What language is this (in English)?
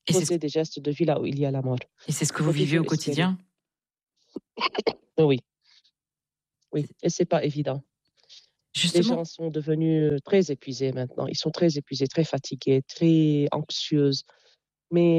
French